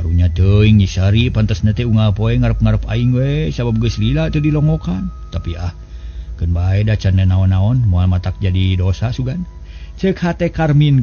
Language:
Sundanese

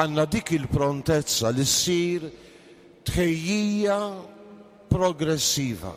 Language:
Maltese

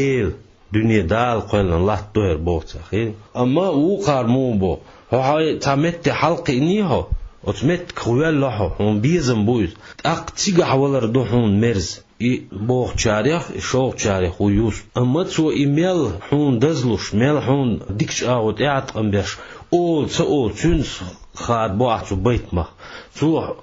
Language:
Chechen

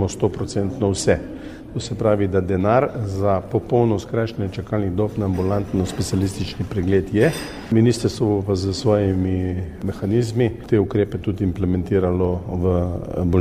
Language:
Slovenian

